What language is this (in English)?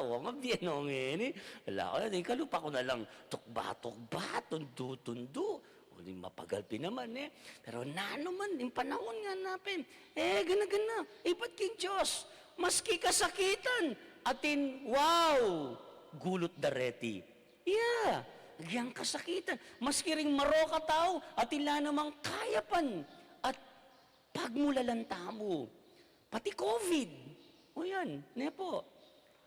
Pampanga